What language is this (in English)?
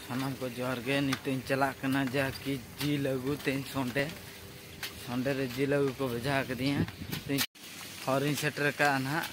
Santali